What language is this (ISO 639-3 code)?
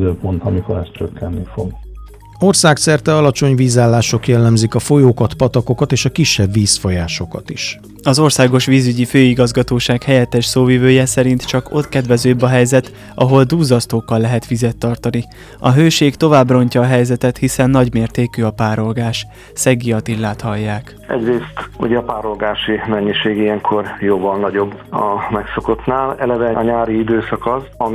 hun